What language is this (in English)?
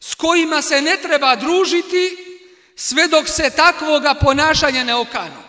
Bosnian